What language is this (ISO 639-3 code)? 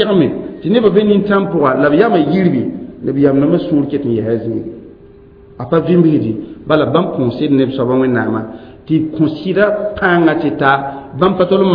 mos